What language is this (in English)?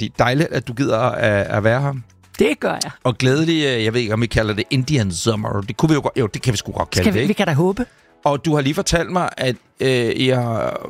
Danish